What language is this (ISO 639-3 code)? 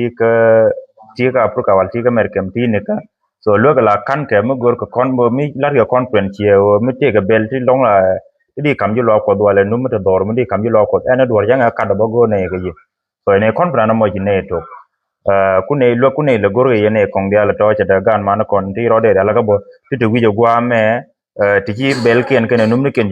nus